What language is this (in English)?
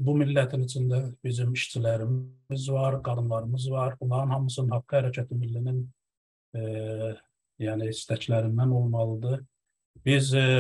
South Azerbaijani